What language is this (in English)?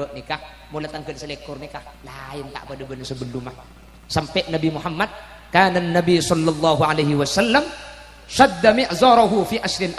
Madurese